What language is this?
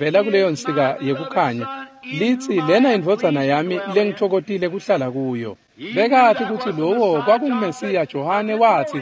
Swati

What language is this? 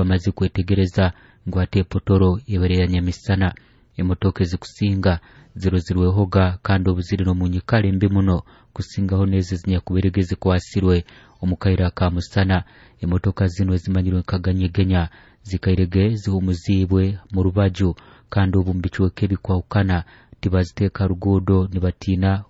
Nyoro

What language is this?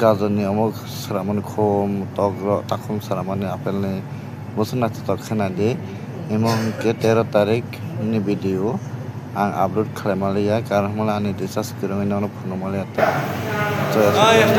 Kok Borok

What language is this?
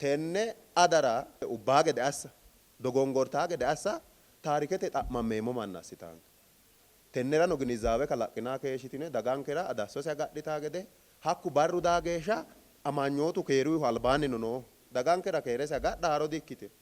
Sidamo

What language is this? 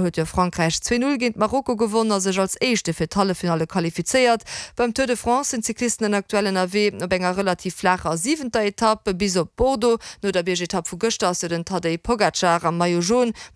Luxembourgish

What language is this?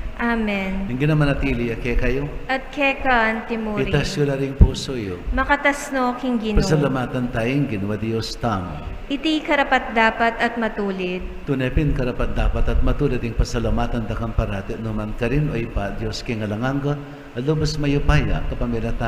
Pampanga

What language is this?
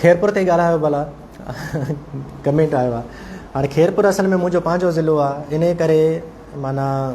Sindhi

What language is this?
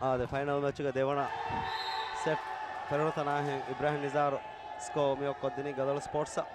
Divehi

